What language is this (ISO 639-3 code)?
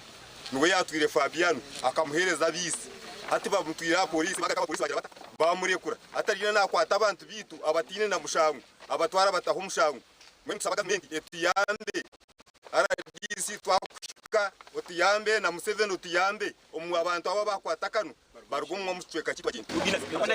nyn